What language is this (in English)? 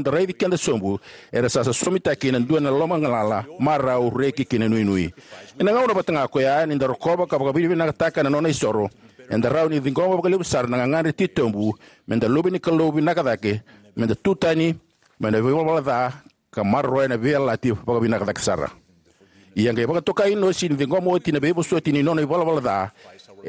Fijian